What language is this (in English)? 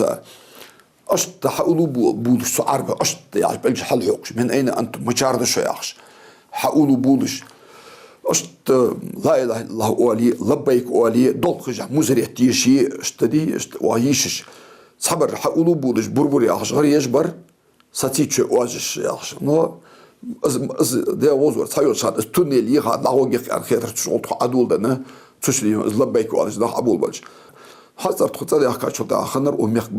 Ingush